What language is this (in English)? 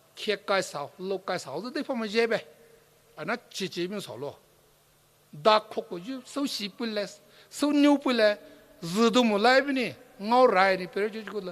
Poumei Naga